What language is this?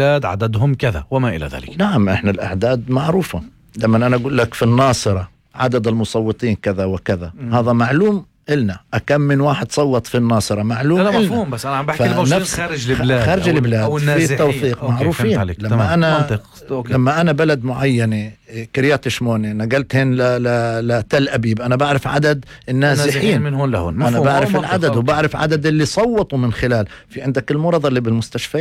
North Levantine Arabic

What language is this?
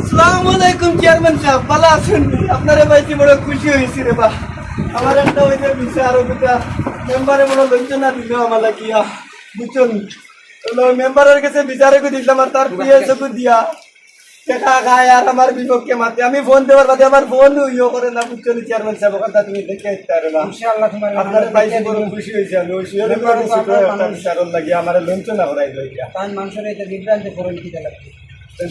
Sylheti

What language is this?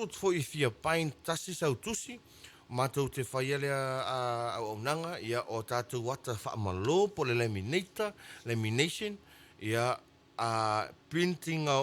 Samoan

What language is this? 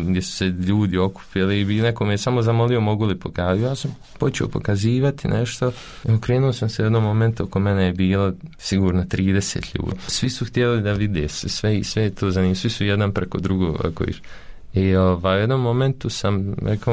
Bosnian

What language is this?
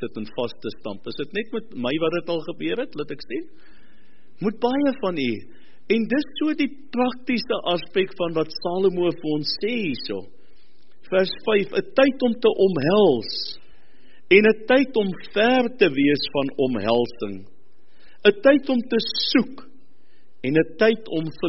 Afrikaans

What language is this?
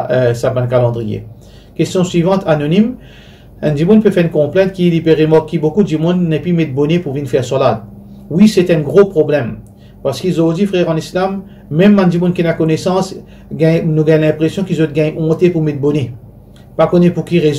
Morisyen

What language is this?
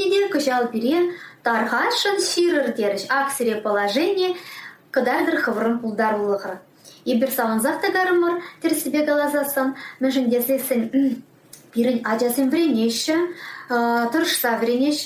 Chuvash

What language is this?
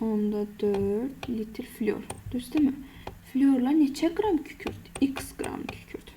Azerbaijani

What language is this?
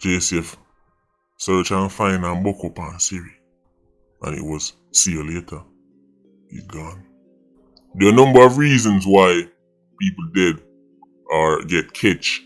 Jamaican Creole English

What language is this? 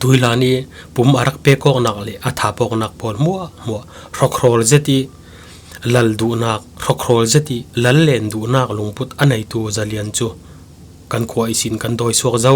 Falam Chin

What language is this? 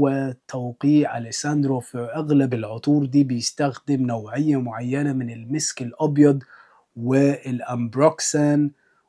Egyptian Arabic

